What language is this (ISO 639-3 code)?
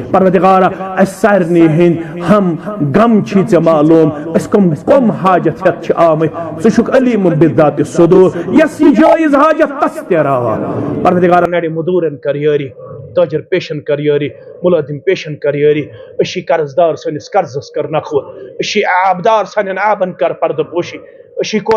kas